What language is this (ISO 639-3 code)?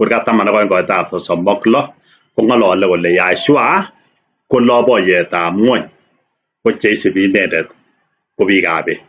kln